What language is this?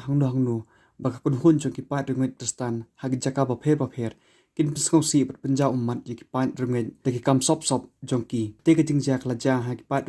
Khasi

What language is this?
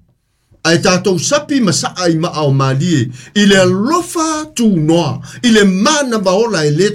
Samoan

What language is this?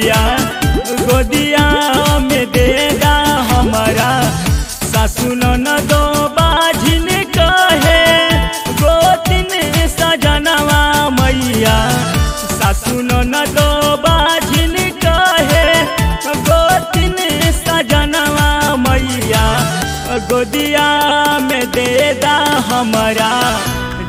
Bhojpuri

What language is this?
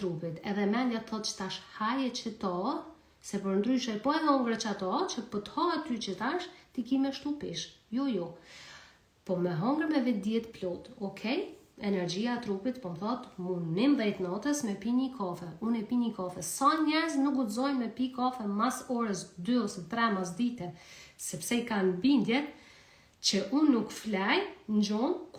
Albanian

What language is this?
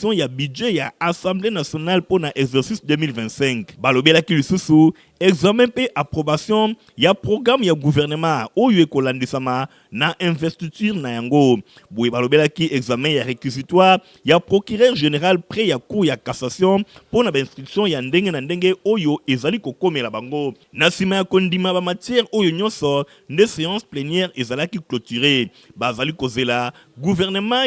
Lingala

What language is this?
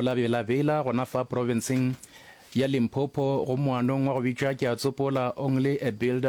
Northern Sotho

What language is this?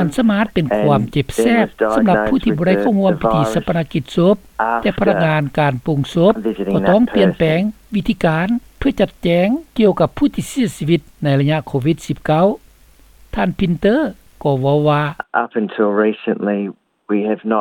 Lao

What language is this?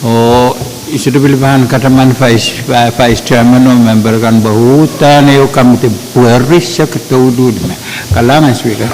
Pohnpeian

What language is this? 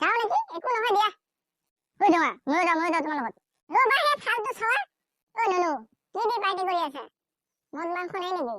Assamese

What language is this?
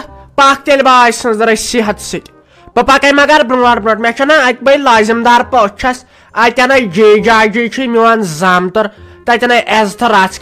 Kashmiri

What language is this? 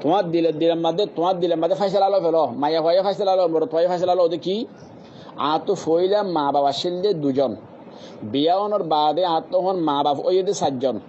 Rohingya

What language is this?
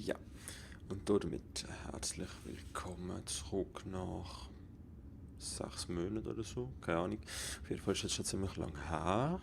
Swiss German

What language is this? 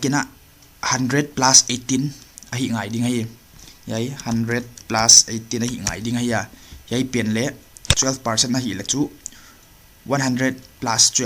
Paite Chin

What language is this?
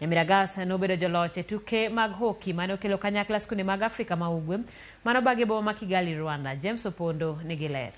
Luo (Kenya and Tanzania)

